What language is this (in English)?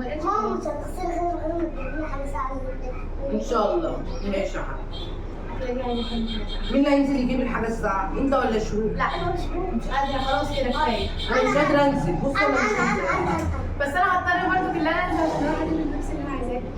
Egyptian Arabic